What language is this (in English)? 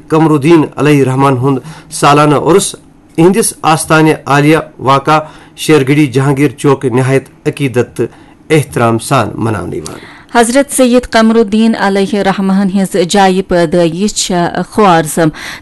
Kashmiri